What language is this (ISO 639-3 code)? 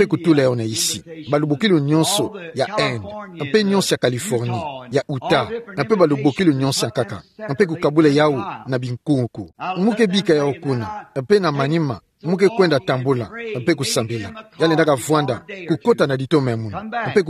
ktu